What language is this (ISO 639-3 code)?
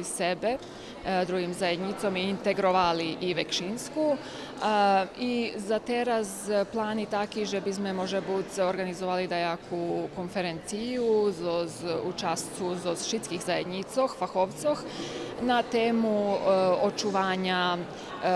rue